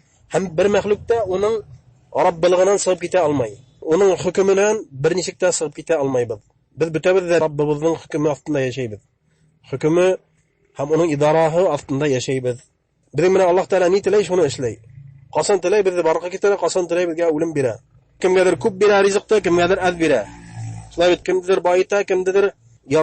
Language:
Bashkir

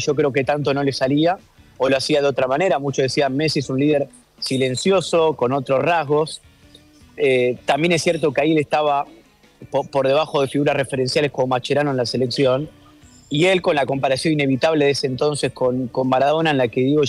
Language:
Spanish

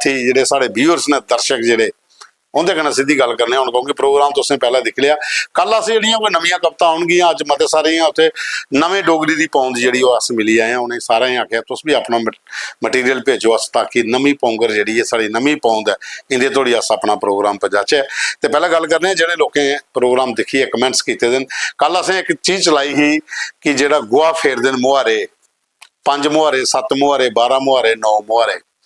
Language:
Dogri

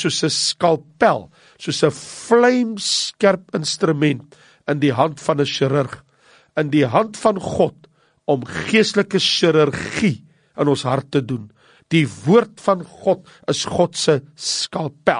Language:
Afrikaans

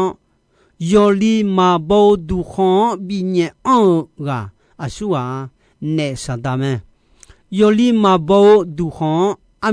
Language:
Akha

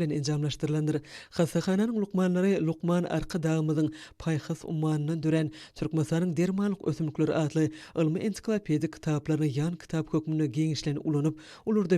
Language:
Turkmen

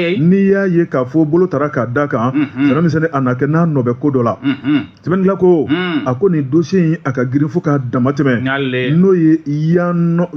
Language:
Bambara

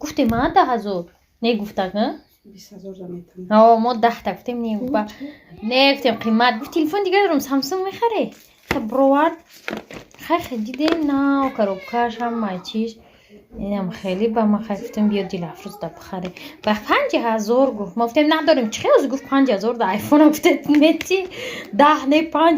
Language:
Tajik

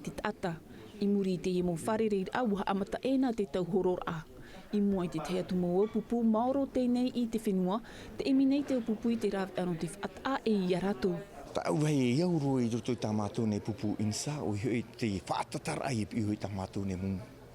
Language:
Tahitian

